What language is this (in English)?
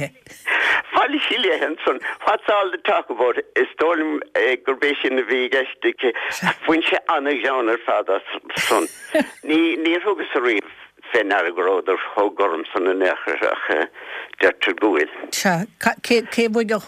Irish